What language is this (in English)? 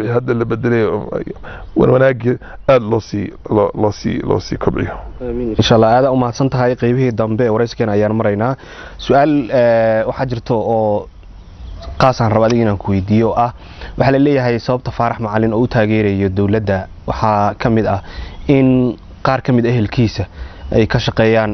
Somali